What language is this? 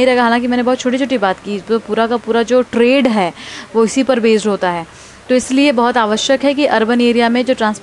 Hindi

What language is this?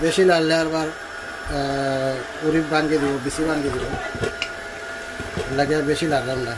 Sylheti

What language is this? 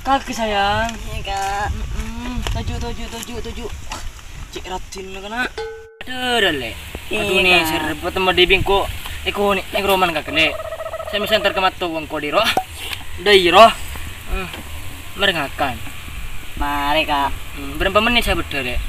Madurese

